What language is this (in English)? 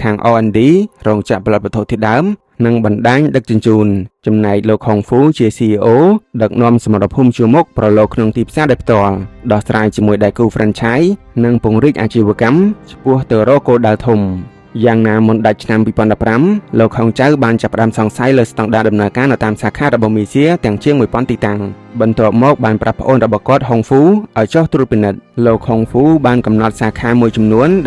Khmer